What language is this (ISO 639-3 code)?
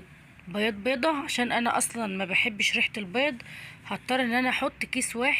arz